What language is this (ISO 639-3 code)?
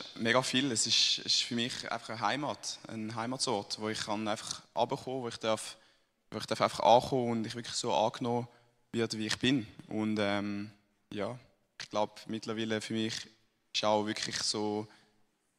gsw